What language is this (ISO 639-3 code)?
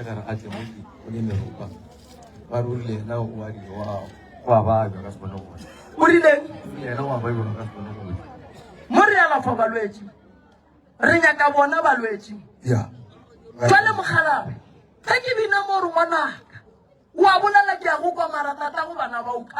nso